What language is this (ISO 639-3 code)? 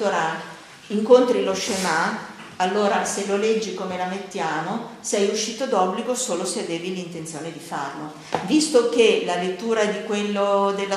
ita